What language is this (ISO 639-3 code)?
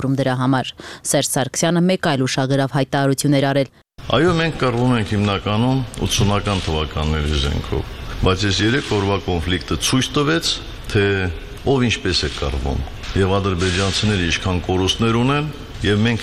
hye